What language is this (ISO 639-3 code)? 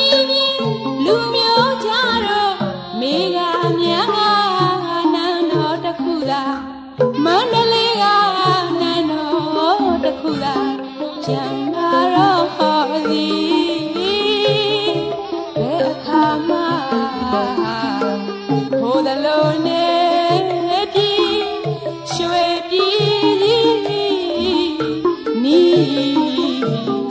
mya